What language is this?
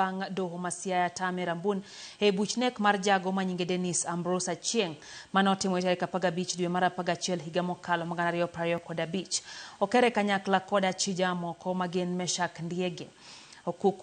Luo (Kenya and Tanzania)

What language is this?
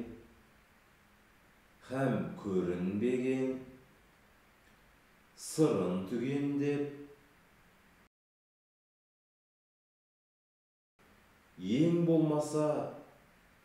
Kazakh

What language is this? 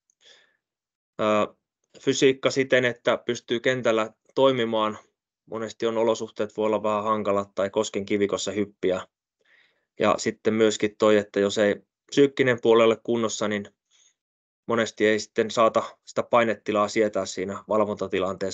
Finnish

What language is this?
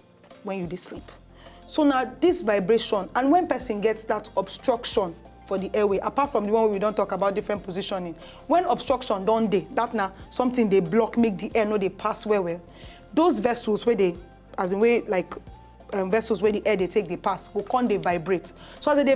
Nigerian Pidgin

